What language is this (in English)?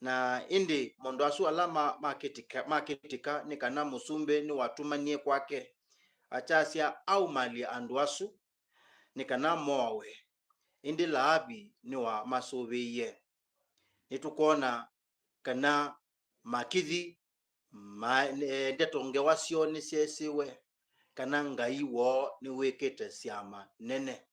Kamba